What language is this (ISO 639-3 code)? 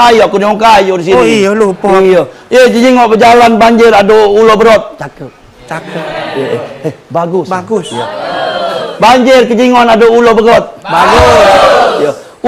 mui